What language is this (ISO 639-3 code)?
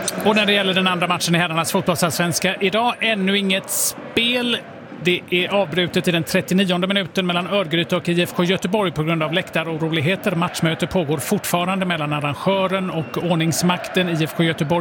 swe